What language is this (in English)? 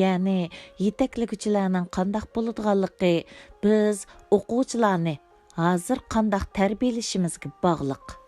Uyghur